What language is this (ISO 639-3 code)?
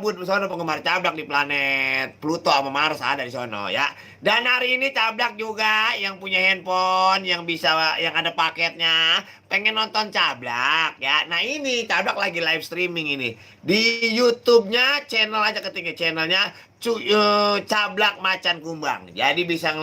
bew